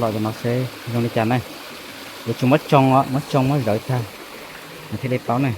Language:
Hmong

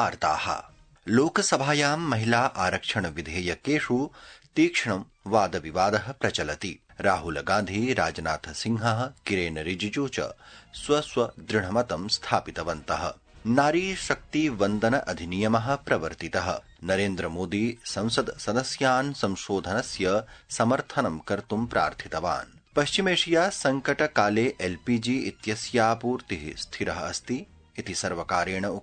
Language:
Sanskrit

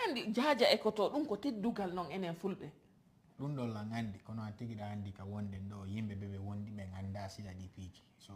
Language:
Fula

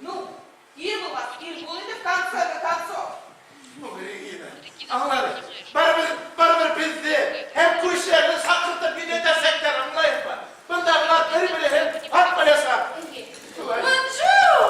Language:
Bashkir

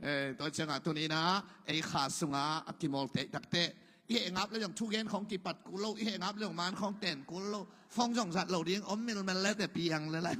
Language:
Tedim Chin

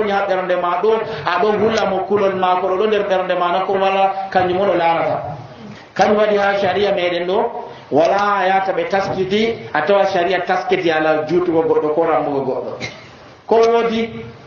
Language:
Nigerian Fulfulde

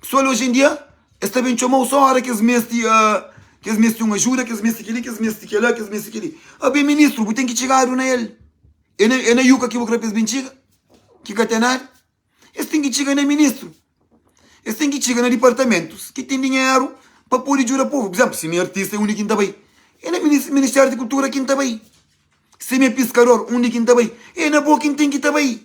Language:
Kabuverdianu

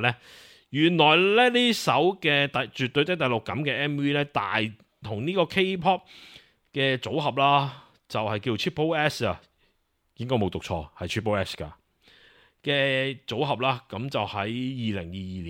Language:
Cantonese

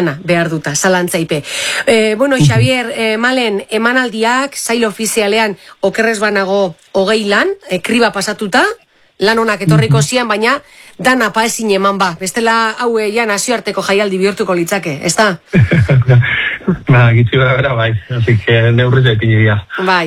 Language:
Basque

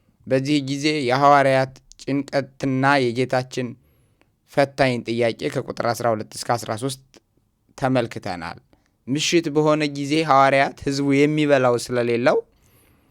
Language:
Amharic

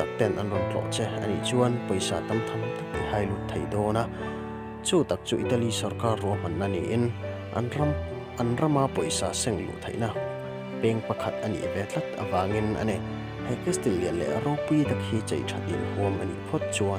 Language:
Mizo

